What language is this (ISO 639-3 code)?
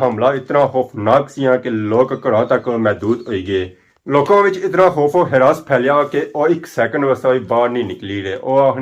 phr